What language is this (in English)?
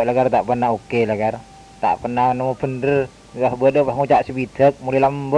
Madurese